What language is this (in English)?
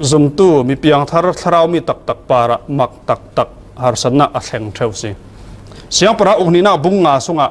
Falam Chin